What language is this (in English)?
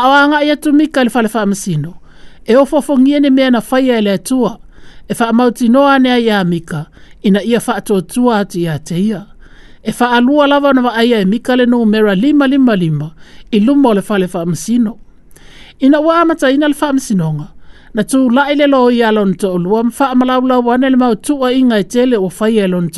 Samoan